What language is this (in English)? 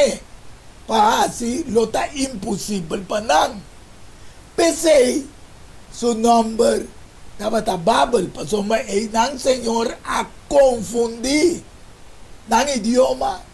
Papiamento